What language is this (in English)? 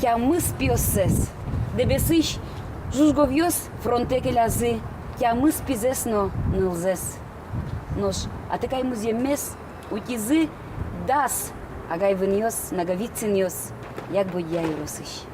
Udmurt